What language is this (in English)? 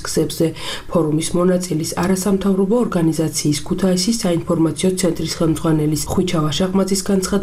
Georgian